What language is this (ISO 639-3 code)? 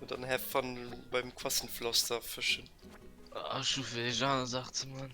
ltz